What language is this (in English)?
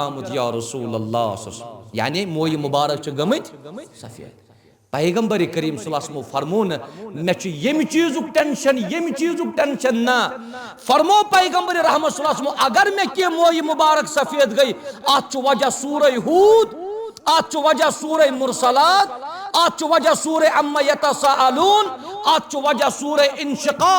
Kashmiri